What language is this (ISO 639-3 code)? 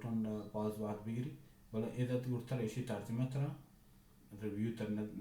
bal